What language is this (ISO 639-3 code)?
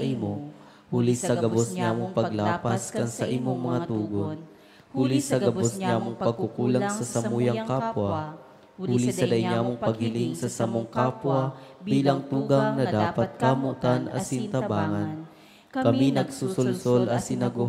bik